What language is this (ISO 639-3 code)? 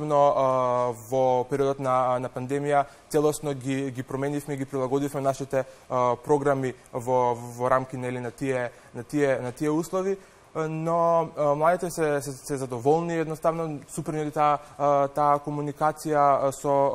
mkd